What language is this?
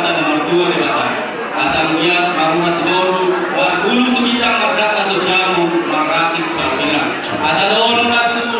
Batak Toba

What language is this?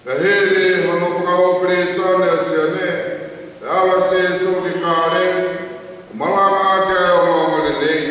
Tongan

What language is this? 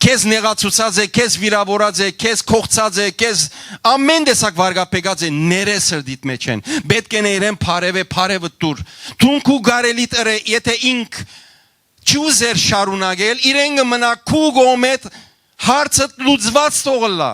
Western Armenian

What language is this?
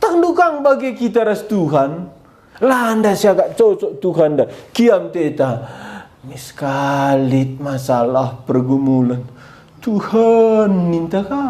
Batak Karo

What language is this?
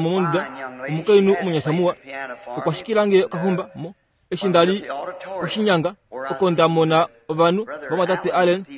Kuanyama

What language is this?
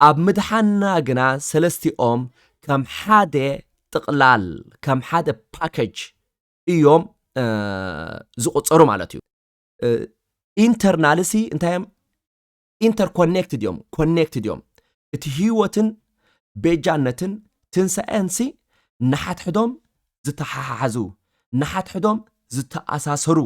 Tigrinya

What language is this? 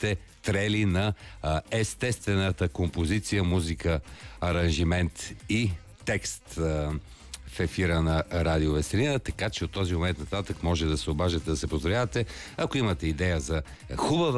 Bulgarian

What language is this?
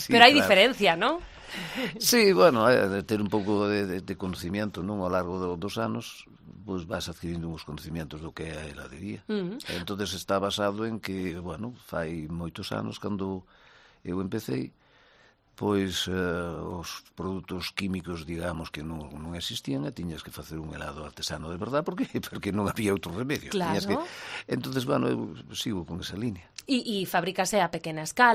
Galician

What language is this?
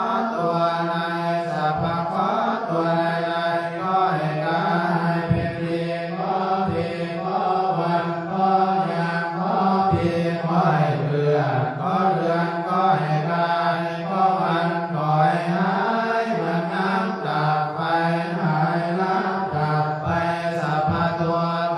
Pali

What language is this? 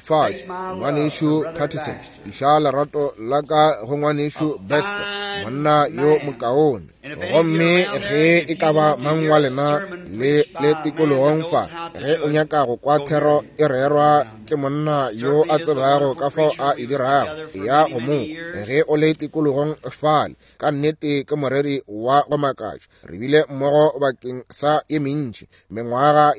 Northern Sotho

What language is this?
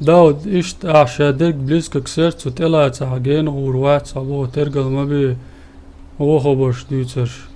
Chechen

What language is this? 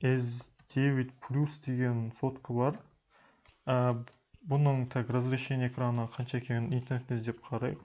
Kazakh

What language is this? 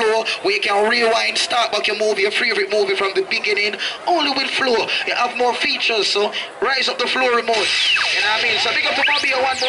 Jamaican Creole English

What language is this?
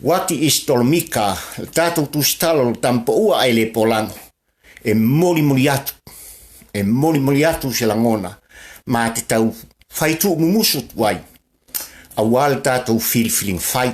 Samoan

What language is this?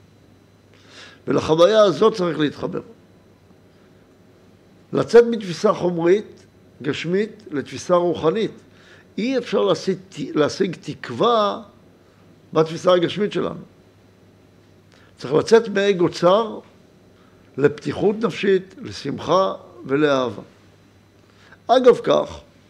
Hebrew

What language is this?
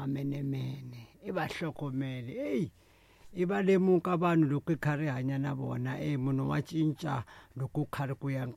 Tsonga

